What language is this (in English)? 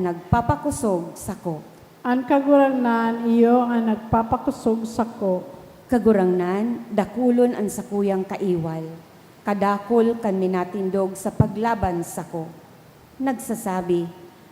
Bikol